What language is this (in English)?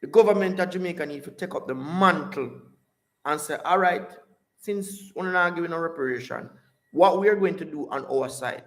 Jamaican Creole English